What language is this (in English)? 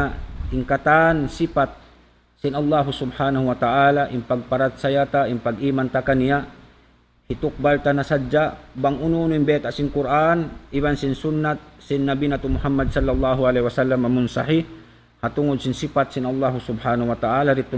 Tausug